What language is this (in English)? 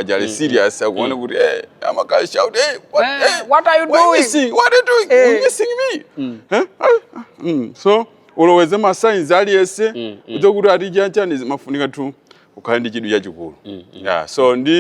Nyanja